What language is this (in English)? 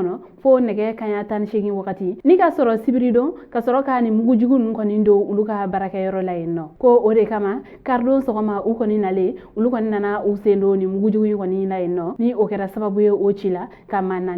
Bambara